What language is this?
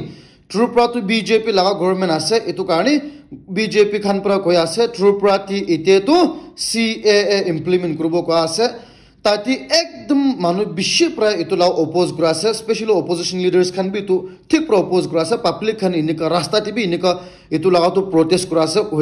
Naga Pidgin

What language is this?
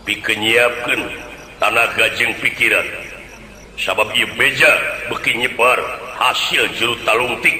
Sundanese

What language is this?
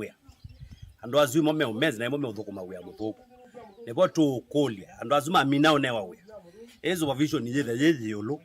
Kamba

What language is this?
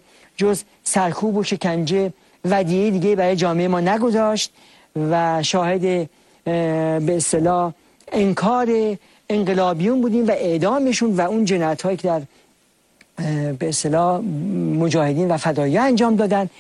Persian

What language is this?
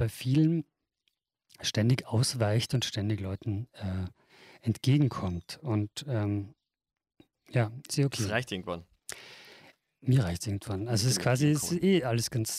German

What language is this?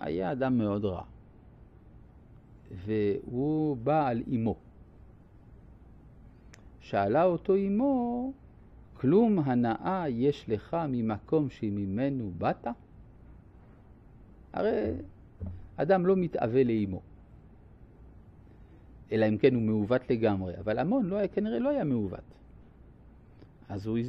Hebrew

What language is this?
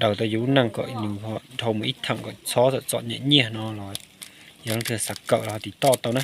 Hmong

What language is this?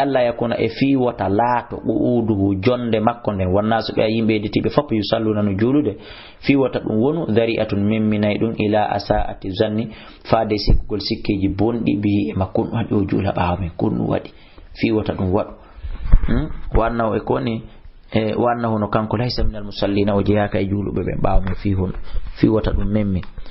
Fula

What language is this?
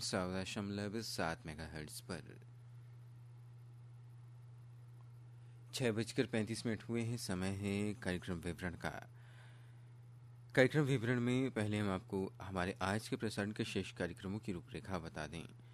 Hindi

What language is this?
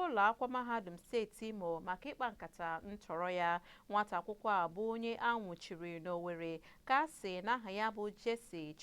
Igbo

